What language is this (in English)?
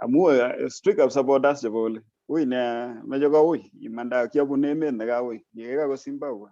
Kalenjin